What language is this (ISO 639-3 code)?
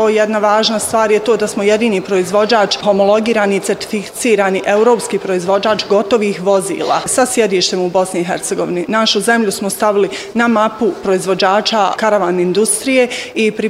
bos